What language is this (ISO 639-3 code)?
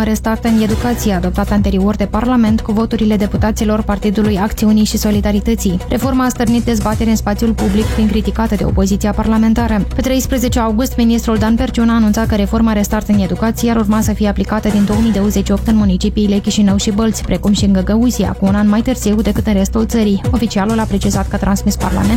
ron